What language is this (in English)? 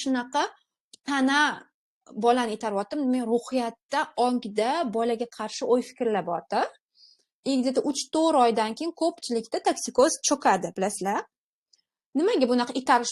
Uzbek